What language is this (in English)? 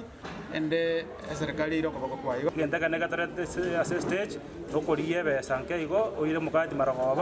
Gusii